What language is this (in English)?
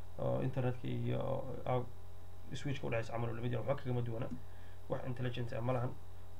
Somali